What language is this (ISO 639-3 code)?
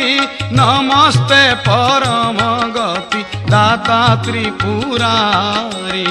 ori